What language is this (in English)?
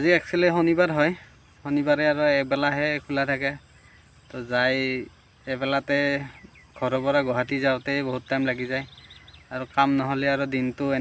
Assamese